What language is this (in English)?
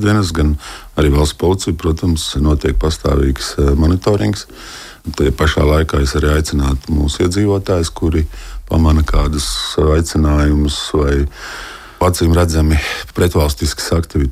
Latvian